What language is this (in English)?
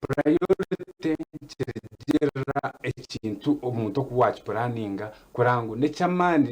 Nyankole